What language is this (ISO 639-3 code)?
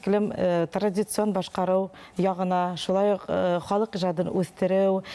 bak